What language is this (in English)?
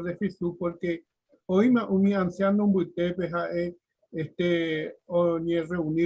Guarani